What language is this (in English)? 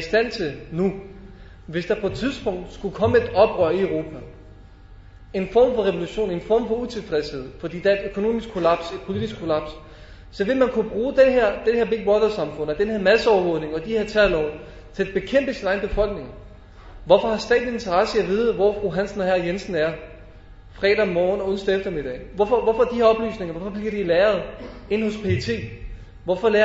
Danish